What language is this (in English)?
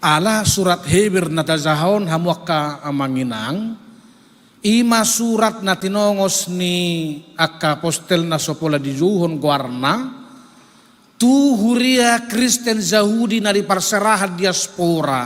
Batak Toba